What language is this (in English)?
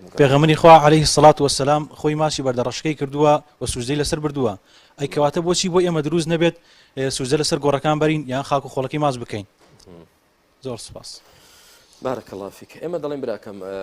Central Kurdish